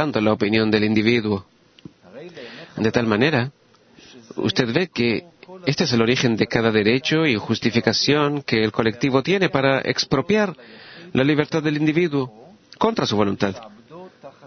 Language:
Spanish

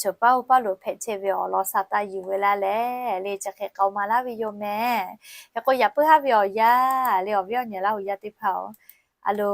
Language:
Lahu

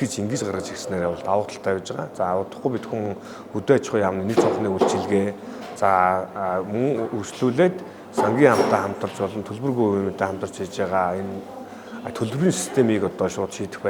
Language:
Mongolian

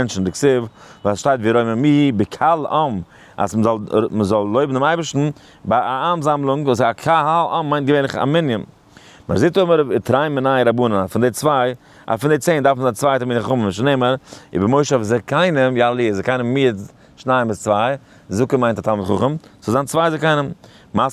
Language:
Yiddish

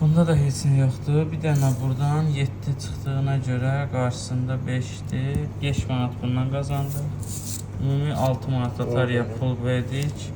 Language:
Azerbaijani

